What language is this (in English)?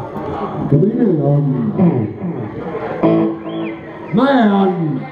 Finnish